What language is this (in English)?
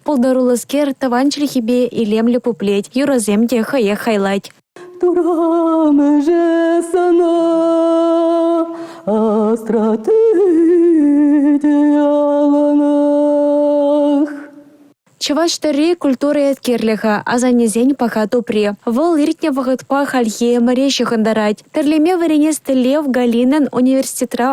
Chuvash